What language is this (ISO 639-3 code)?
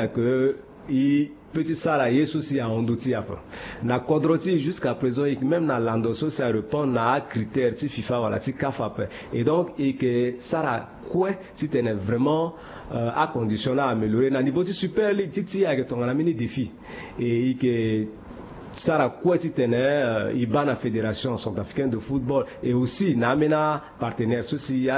sag